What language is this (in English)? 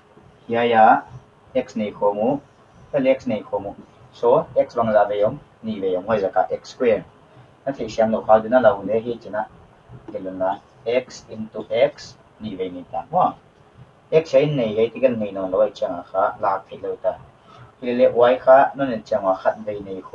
Paite Chin